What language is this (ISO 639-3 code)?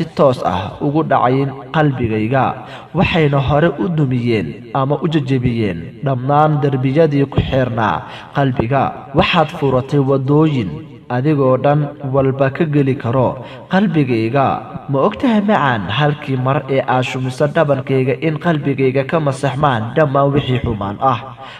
som